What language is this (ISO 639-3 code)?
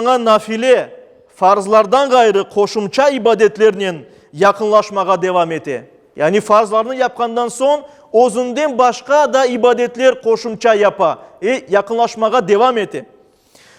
crh